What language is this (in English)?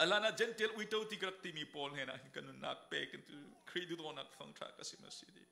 Falam Chin